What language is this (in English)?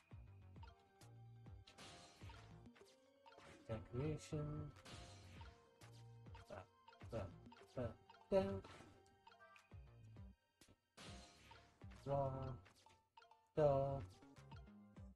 English